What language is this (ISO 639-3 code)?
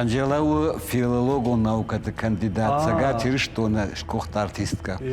oss